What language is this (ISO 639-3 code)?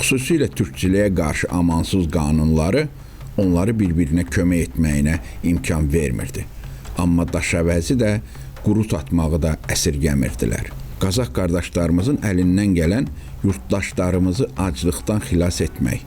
aze